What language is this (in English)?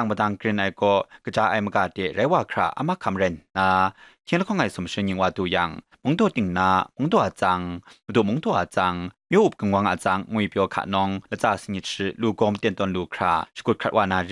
Kachin